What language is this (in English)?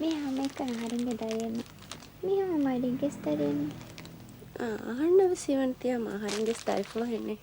Divehi